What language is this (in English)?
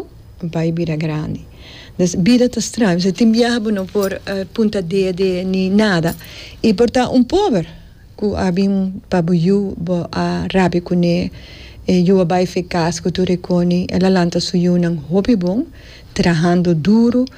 Papiamento